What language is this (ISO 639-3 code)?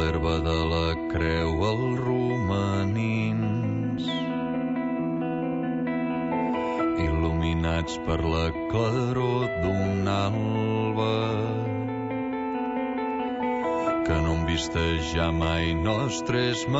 cat